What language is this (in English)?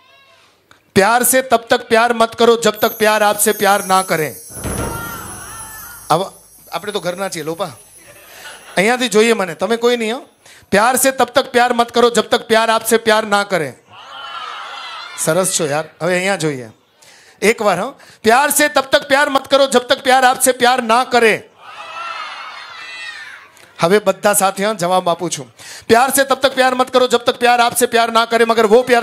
Gujarati